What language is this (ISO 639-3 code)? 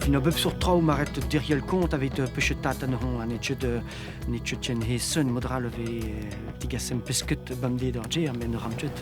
bre